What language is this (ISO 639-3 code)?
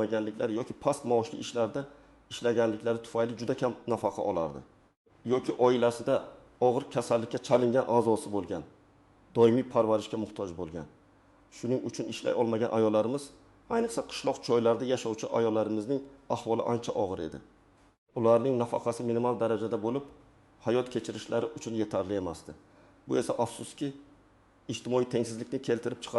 uzb